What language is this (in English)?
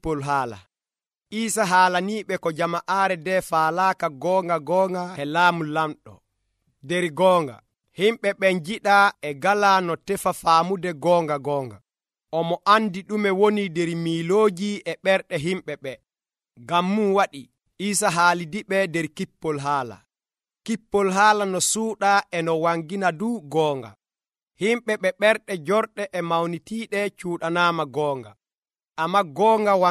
Nigerian Fulfulde